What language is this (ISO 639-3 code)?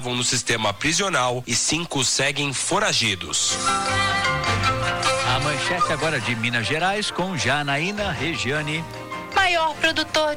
por